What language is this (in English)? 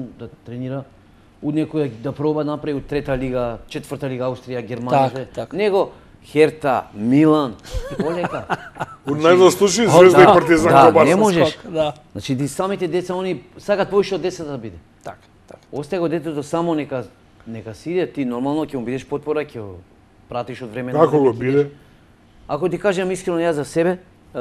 Macedonian